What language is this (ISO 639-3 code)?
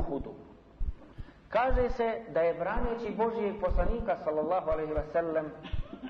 bos